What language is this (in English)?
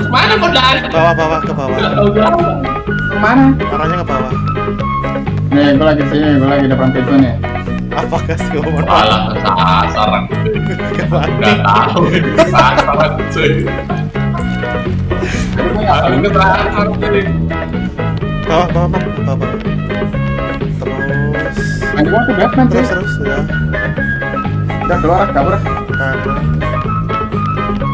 Indonesian